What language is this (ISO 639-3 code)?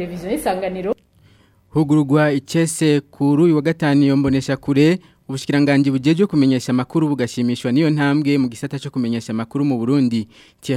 run